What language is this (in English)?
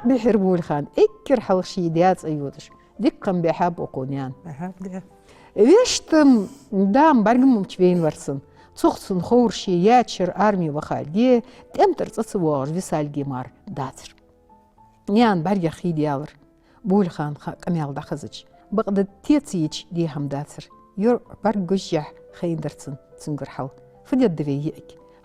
Ingush